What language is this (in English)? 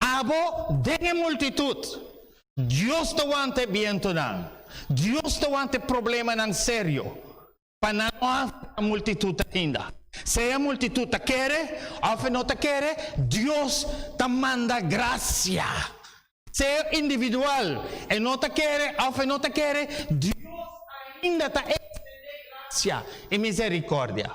Papiamento